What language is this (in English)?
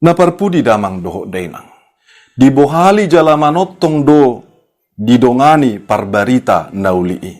Batak Toba